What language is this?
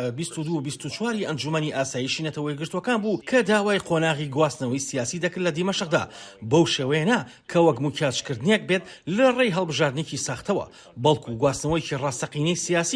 Central Kurdish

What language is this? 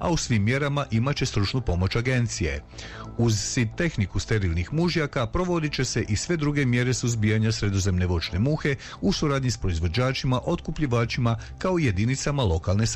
Croatian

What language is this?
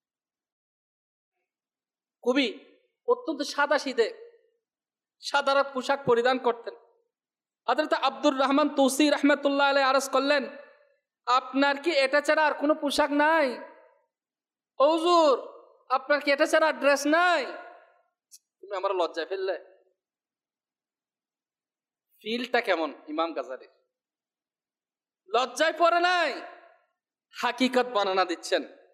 Bangla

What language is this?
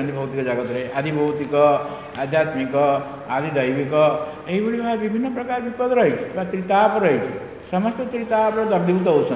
Odia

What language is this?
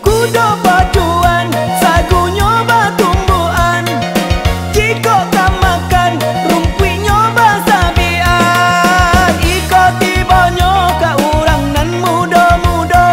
Minangkabau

